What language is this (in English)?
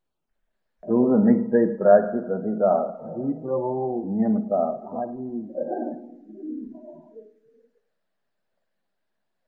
Gujarati